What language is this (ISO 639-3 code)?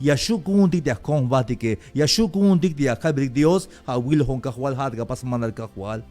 tzh